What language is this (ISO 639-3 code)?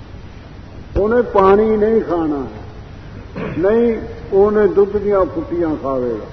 pan